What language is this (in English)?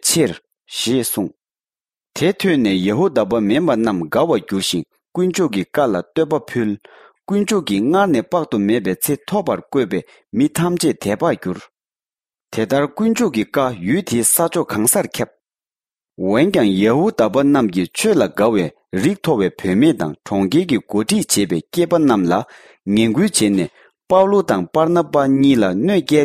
Tibetan